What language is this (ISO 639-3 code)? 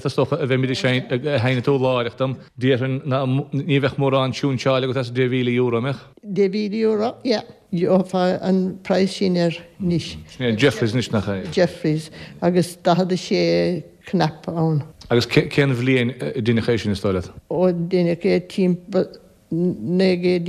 gle